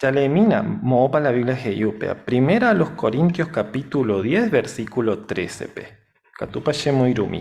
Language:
Guarani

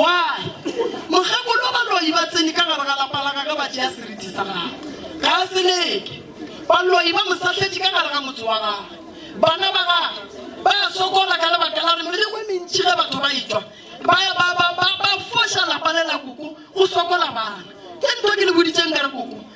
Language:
Northern Sotho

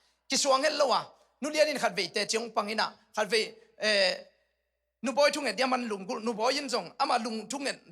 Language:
Tedim Chin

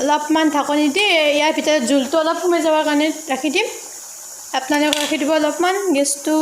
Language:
Assamese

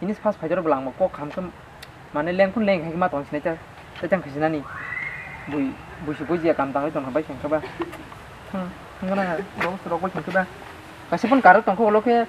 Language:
Kok Borok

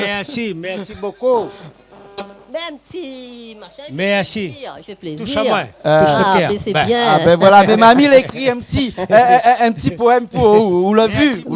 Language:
Réunion Creole French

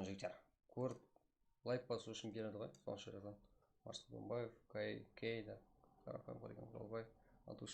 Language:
Kara-Kalpak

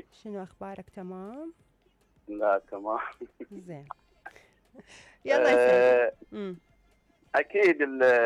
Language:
Mesopotamian Arabic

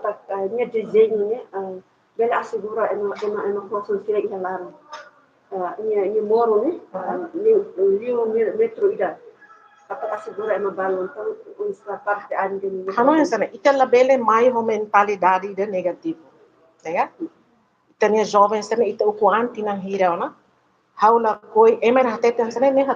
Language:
Tetum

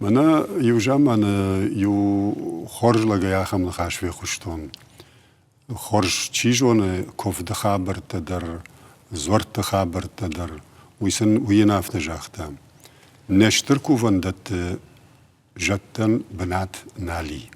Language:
Ossetic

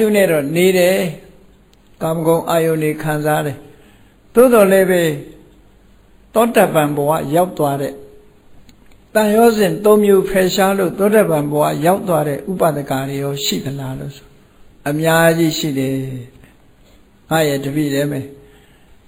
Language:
Burmese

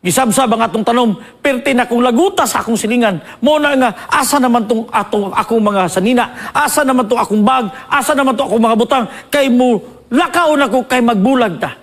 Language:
Cebuano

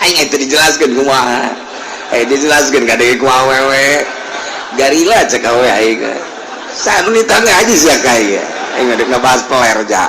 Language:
Sundanese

